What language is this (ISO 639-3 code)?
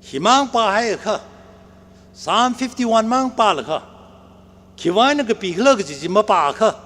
nmf